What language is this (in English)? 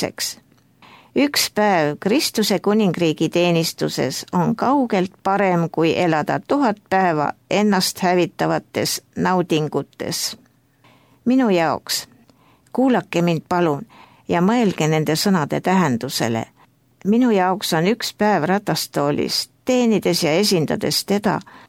Estonian